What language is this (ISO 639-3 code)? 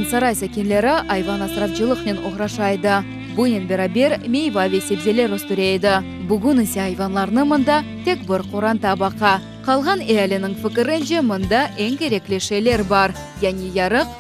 crh